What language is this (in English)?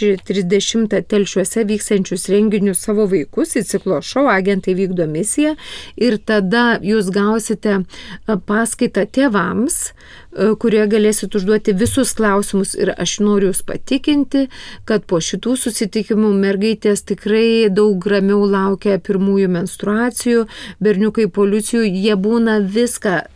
Lithuanian